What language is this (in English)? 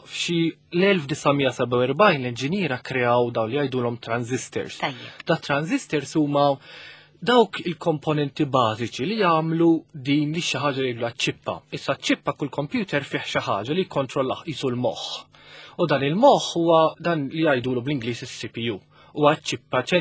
Maltese